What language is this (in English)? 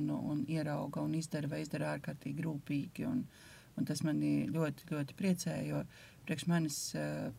Latvian